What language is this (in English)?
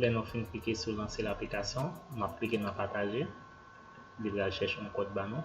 Haitian Creole